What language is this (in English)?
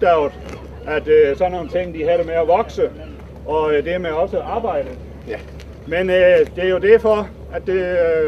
Danish